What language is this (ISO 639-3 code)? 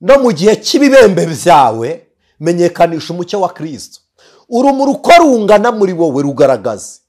kin